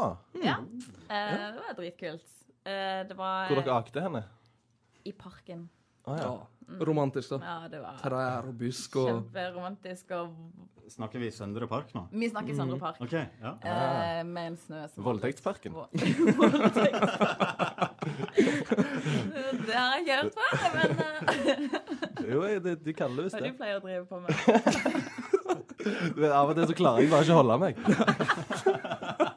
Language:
Norwegian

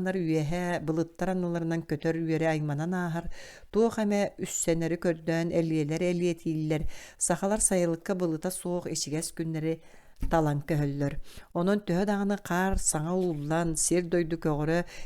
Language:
Yakut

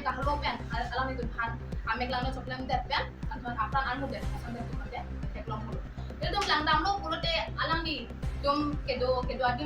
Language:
Karbi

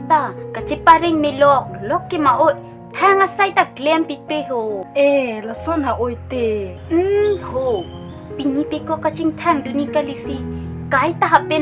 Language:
Karbi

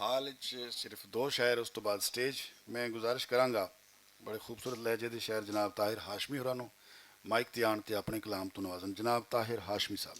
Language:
Western Panjabi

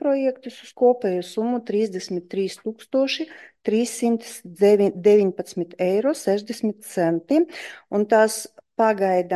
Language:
Latvian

